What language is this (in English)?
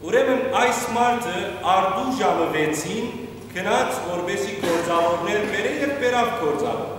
Western Armenian